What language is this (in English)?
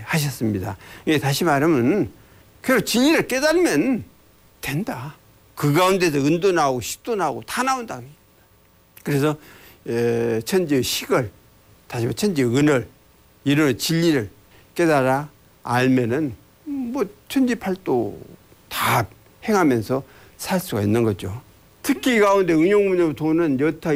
Korean